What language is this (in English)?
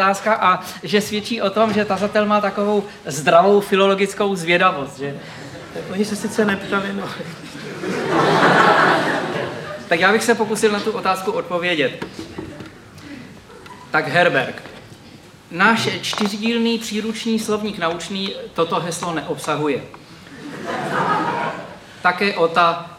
Czech